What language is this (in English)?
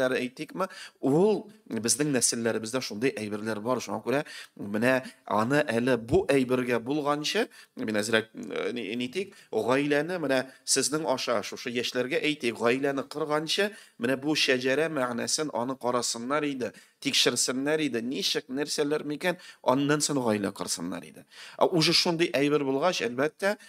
Tatar